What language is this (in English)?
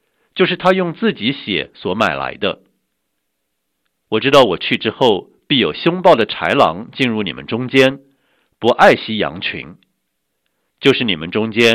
Chinese